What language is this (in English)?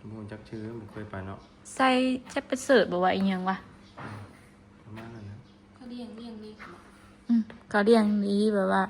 Northeastern Thai